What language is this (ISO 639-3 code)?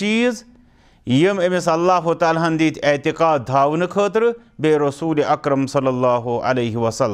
kas